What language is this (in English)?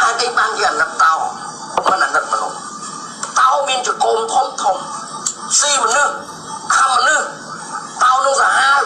Khmer